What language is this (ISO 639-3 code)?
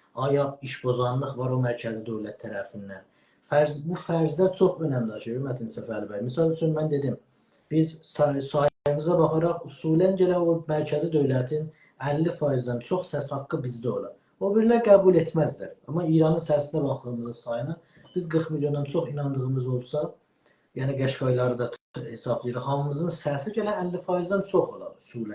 azb